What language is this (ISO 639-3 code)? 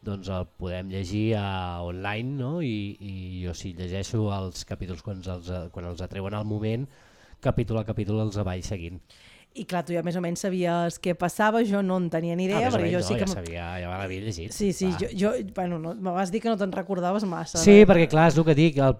cat